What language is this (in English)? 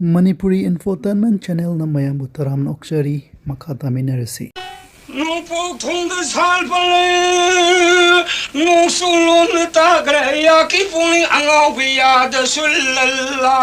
Manipuri